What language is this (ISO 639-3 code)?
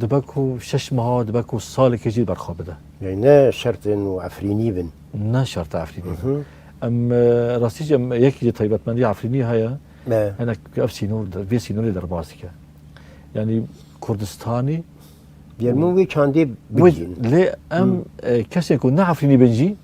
kur